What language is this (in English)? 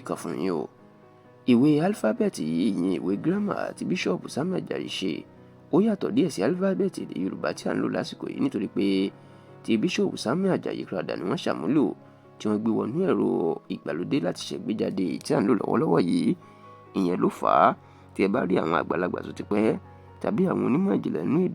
Yoruba